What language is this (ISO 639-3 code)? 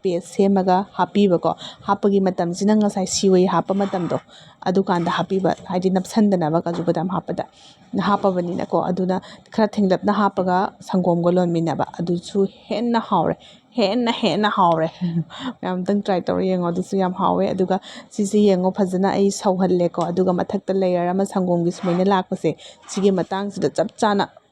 mni